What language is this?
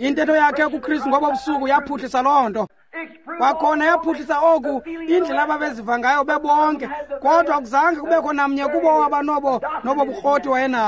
Xhosa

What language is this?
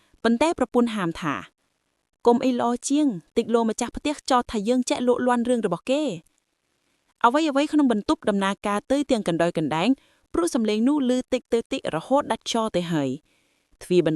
Khmer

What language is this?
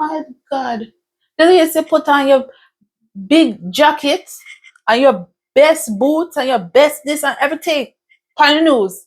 Jamaican Creole English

